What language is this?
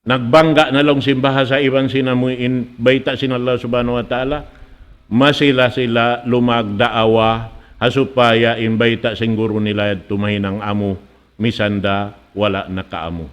Tausug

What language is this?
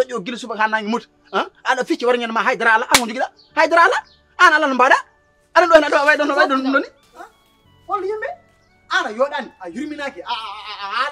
Fula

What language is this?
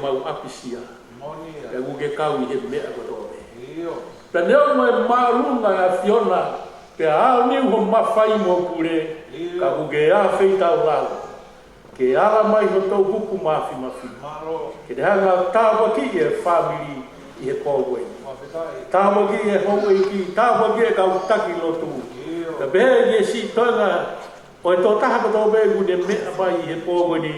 Tongan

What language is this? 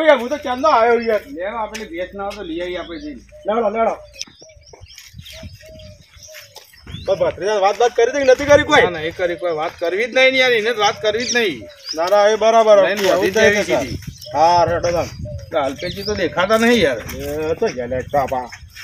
Gujarati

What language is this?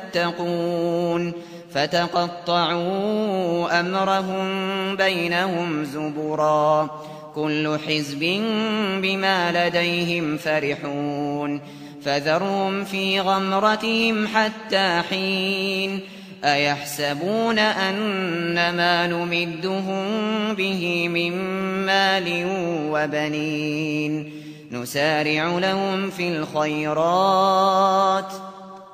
Arabic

